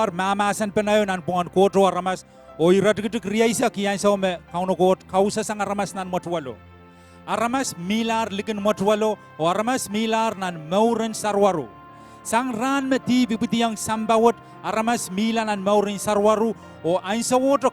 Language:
Pohnpeian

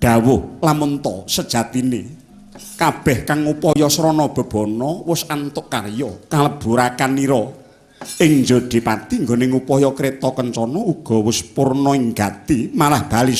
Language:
Javanese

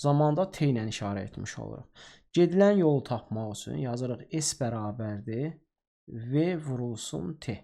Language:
Azerbaijani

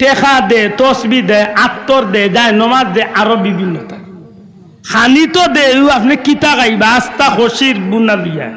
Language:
Sylheti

